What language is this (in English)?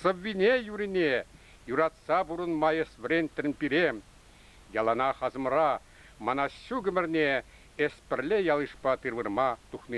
Chuvash